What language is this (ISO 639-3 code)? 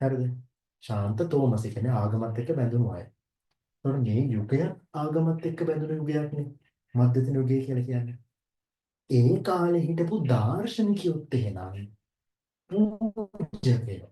sin